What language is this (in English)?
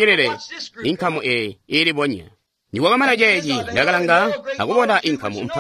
Tonga (Zambia)